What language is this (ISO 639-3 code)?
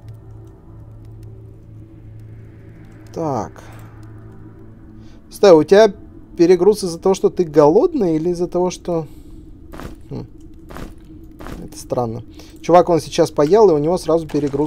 rus